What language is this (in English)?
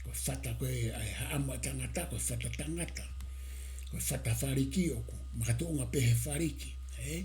Tongan